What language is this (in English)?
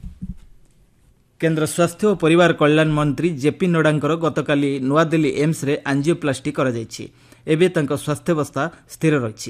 Odia